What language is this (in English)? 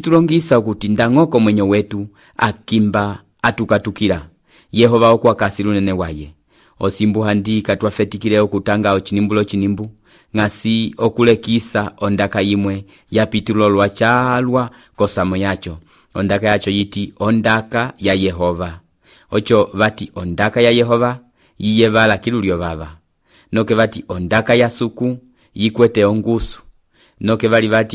Umbundu